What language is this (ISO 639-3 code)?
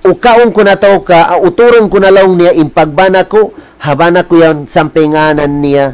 tsg